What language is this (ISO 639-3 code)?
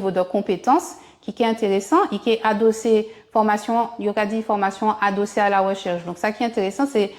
gcf